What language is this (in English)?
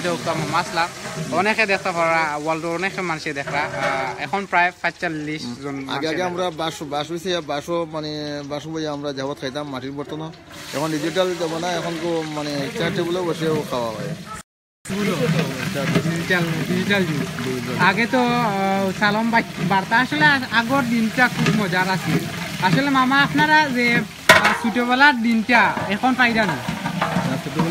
Sylheti